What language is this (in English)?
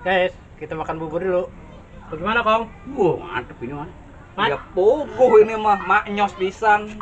Betawi